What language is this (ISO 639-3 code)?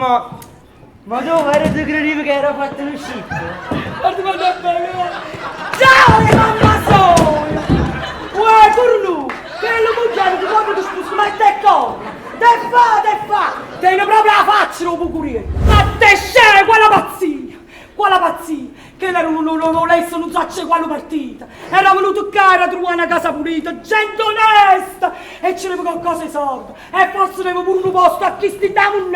nap